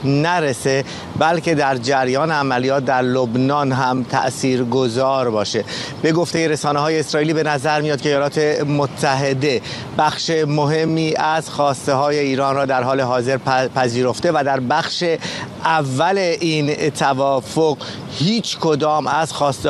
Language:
Persian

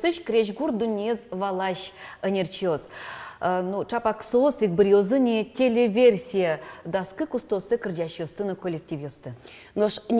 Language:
Udmurt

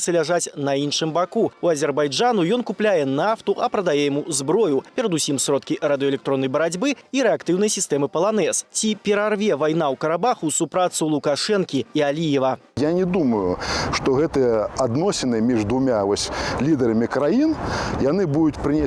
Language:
Belarusian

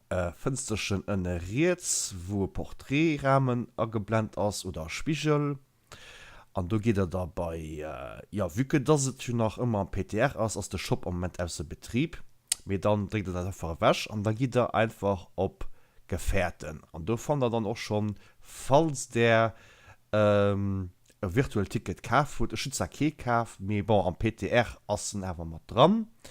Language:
Luxembourgish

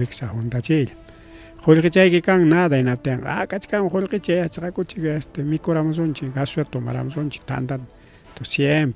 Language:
Ayacucho Quechua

